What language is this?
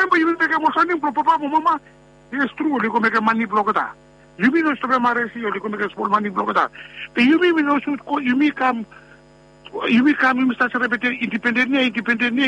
Bislama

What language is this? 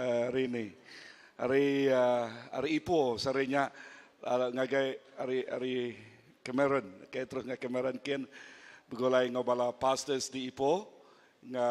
Iban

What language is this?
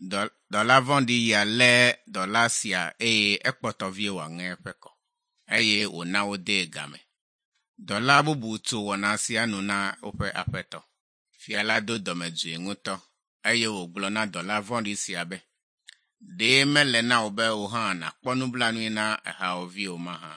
Ewe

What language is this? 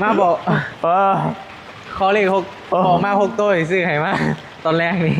Northeastern Thai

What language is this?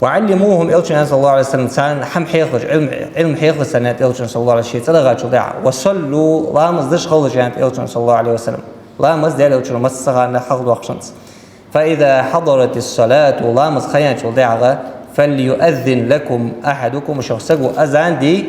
Ingush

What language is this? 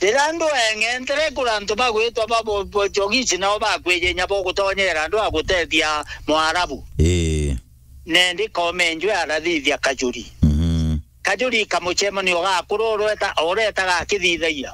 Meru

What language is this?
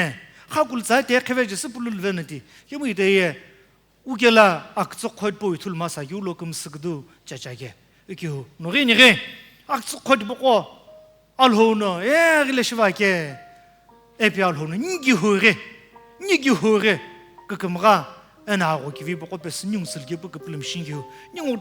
Sumi Naga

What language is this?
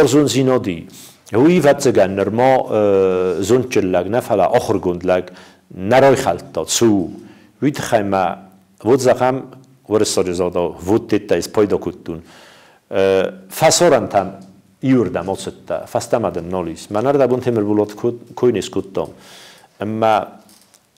Ossetic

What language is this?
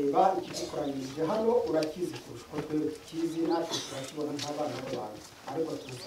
Kinyarwanda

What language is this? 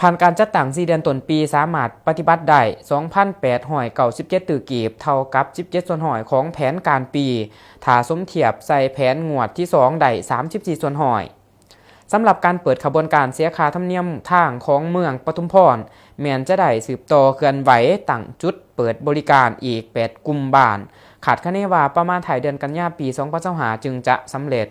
Lao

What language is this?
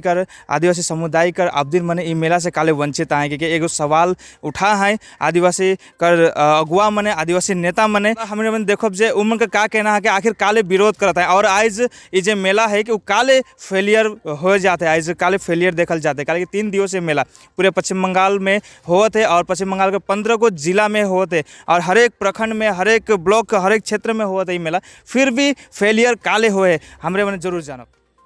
Sadri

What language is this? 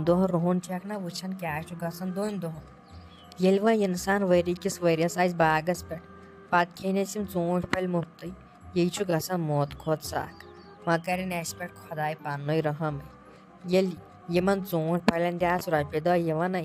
Kashmiri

